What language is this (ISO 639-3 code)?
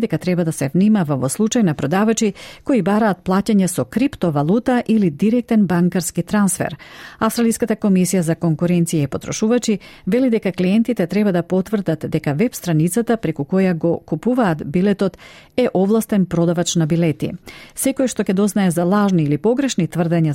mkd